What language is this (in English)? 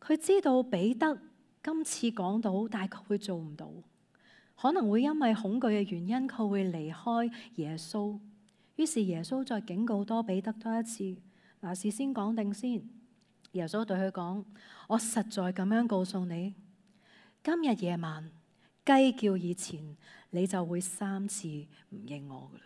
Cantonese